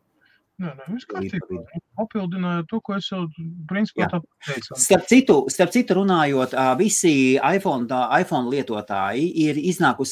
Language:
Latvian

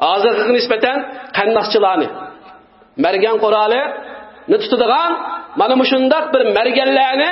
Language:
Uyghur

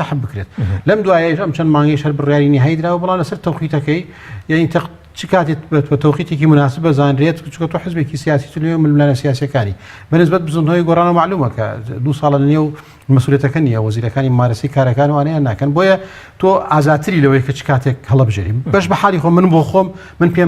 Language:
Central Kurdish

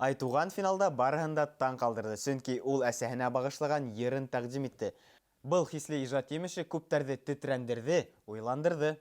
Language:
Bashkir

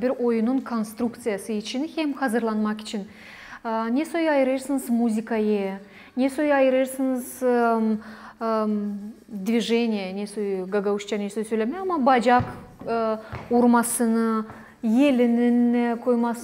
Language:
Gagauz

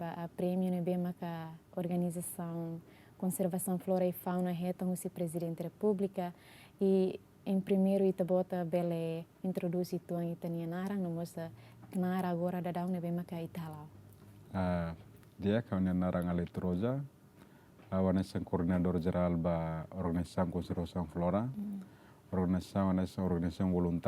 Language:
Tetum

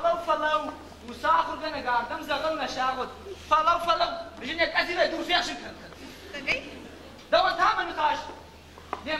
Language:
Ossetic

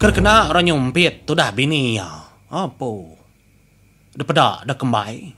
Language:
Iban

